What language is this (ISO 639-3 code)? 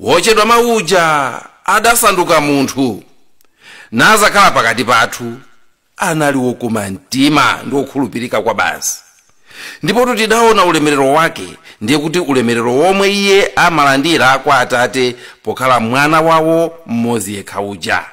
nya